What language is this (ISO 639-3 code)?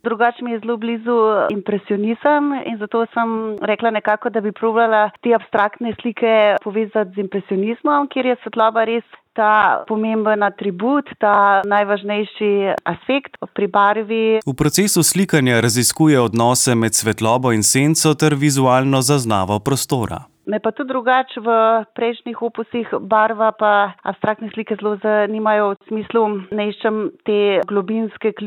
slv